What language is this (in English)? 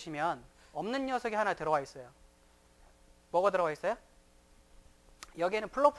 Korean